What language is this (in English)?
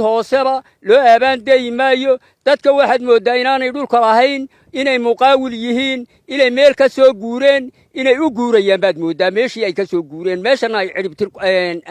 Somali